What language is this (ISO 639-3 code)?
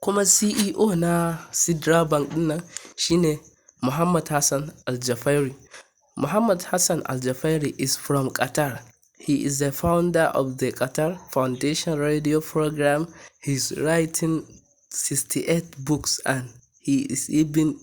hau